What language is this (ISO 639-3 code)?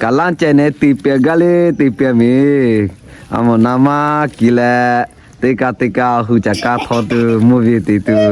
lhu